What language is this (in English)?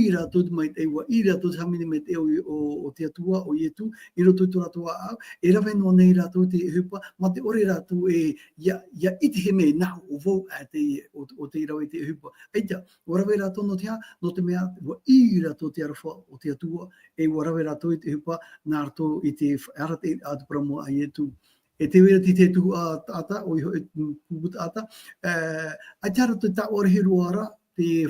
Tahitian